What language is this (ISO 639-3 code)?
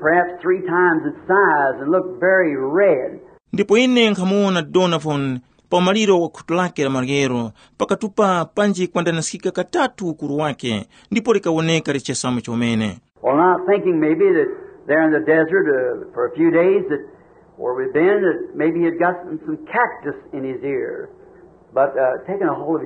tum